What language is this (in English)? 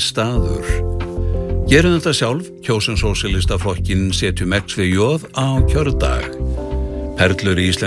Icelandic